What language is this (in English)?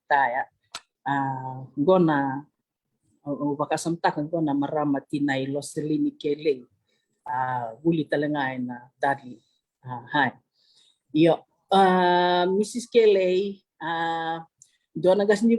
Fijian